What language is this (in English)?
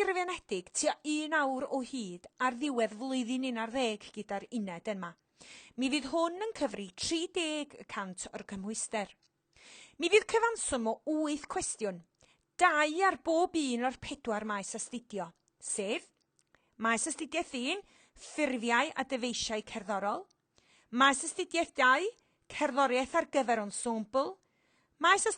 Welsh